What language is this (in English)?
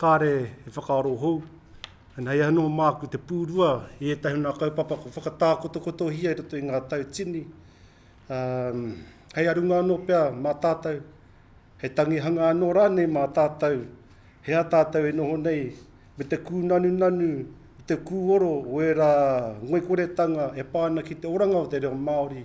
Māori